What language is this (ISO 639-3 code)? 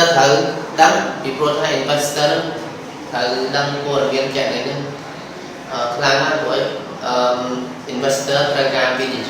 khm